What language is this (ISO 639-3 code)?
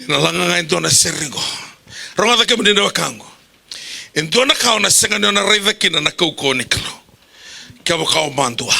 fij